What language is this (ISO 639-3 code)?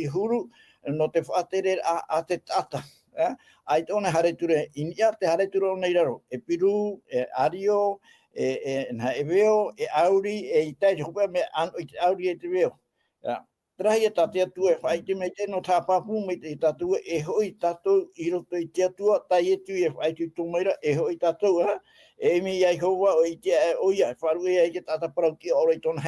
tah